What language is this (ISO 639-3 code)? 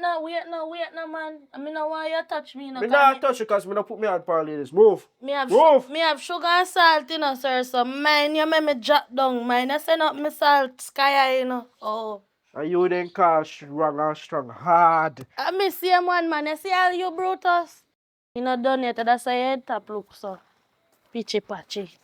jam